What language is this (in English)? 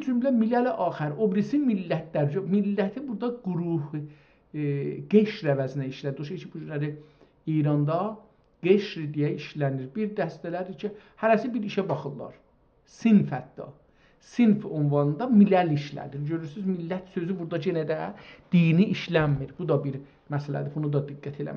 South Azerbaijani